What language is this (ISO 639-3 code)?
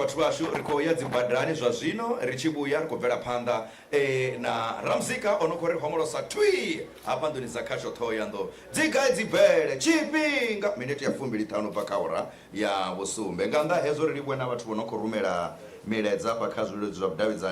ven